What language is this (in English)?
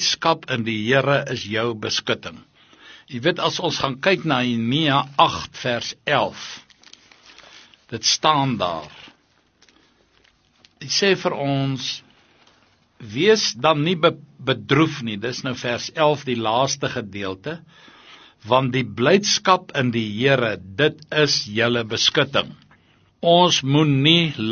Afrikaans